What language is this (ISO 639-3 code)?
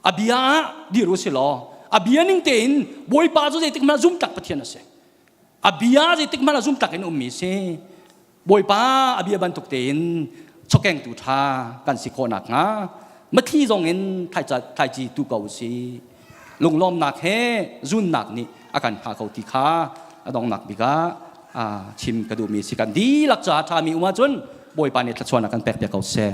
cnh